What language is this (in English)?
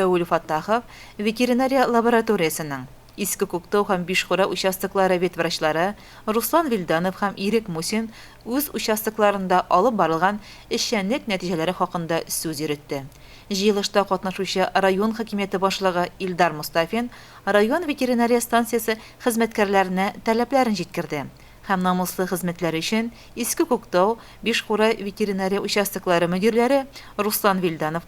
Tatar